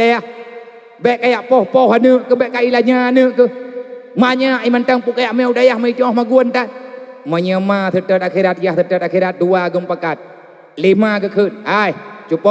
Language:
Achinese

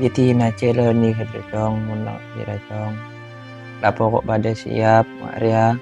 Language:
Madurese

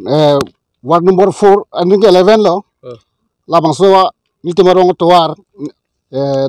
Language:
Karbi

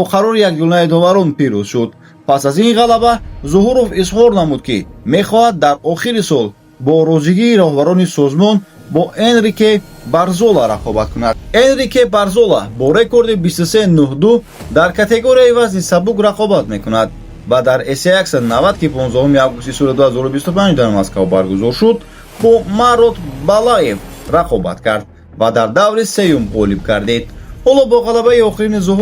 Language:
Tajik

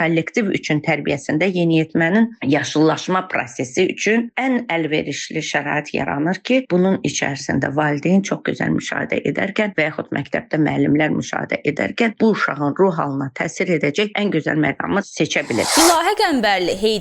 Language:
Azerbaijani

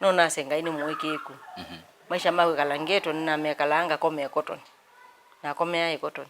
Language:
Kamba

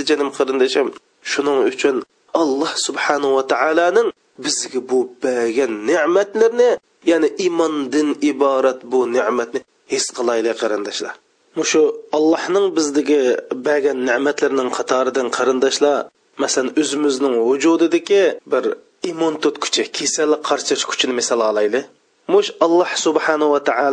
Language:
Uyghur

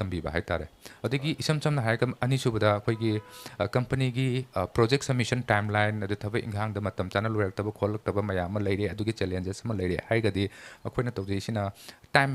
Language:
Manipuri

